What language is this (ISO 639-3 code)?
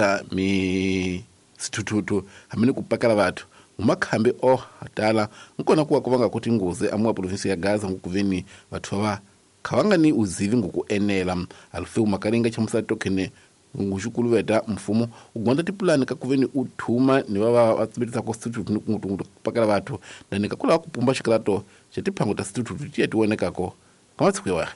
tso